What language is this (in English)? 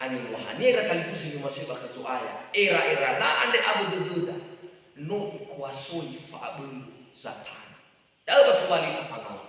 Nias